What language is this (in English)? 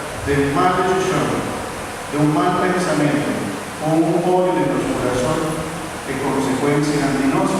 Papiamento